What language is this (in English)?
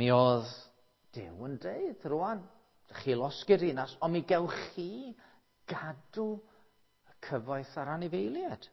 Welsh